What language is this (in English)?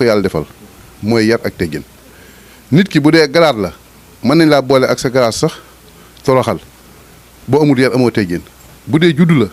Wolof